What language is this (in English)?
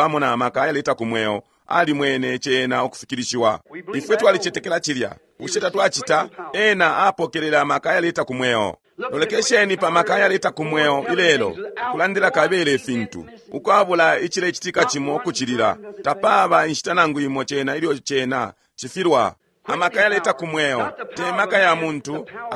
Bemba